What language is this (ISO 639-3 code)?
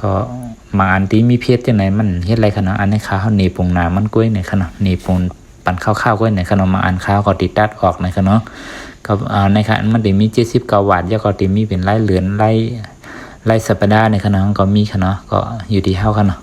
shn